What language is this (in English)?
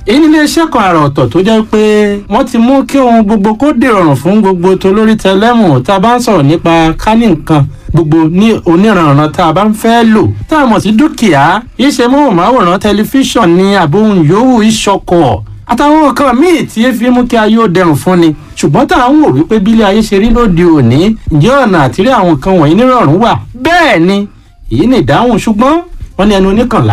Yoruba